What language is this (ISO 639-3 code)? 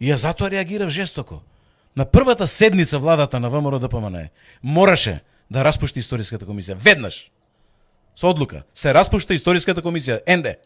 mkd